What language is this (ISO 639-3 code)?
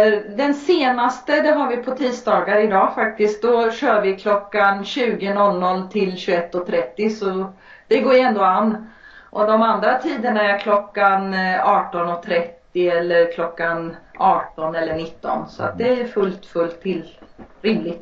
swe